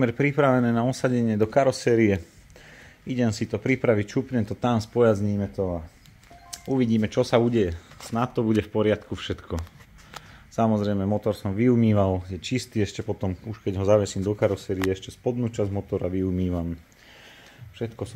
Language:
Slovak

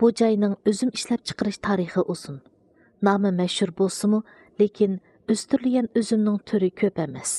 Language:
Uyghur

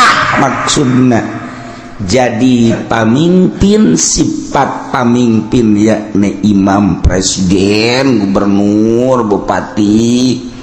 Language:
Sundanese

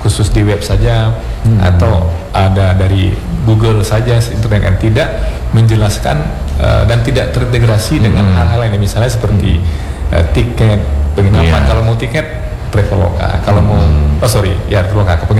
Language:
Indonesian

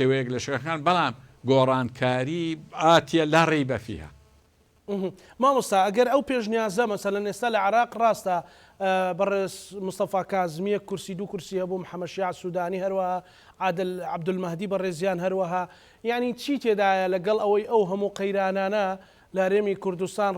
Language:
Central Kurdish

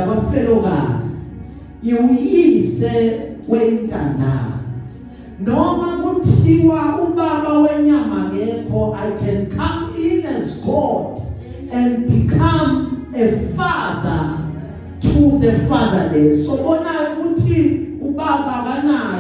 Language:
Zulu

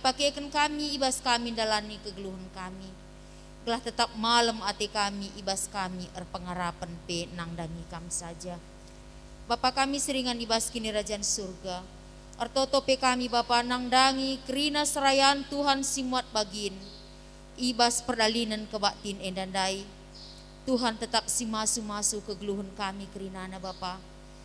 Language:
Batak Karo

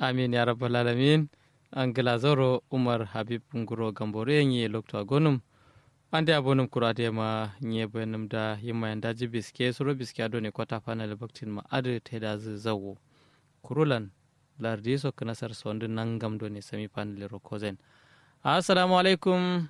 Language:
Kanuri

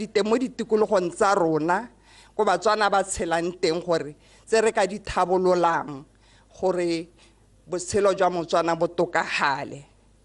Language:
Tswana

